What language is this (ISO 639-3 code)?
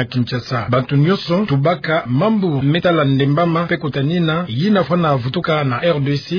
ktu